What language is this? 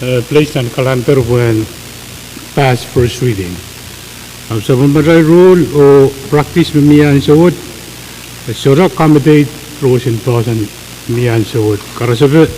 Pohnpeian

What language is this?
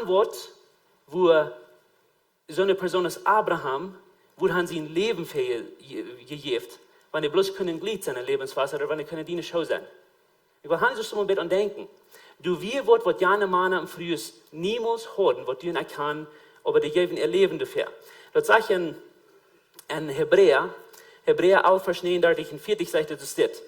Plautdietsch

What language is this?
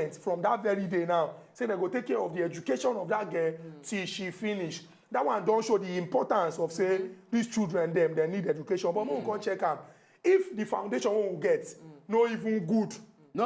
Nigerian Pidgin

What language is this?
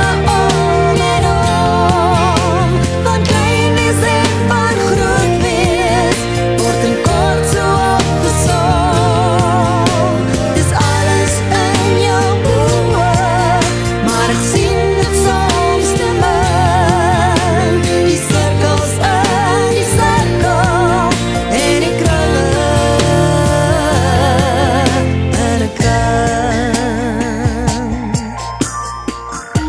Afrikaans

